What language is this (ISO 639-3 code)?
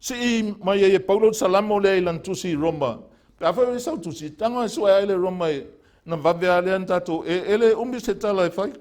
smo